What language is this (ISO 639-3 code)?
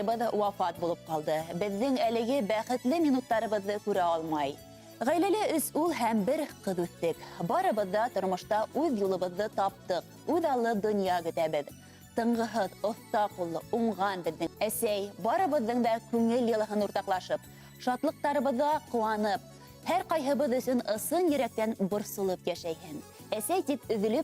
bak